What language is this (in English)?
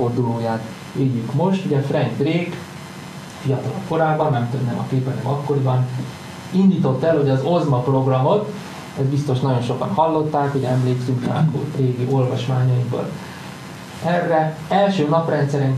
Hungarian